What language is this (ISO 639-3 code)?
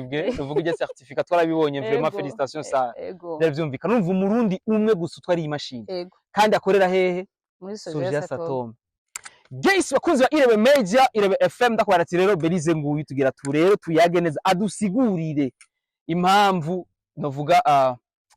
run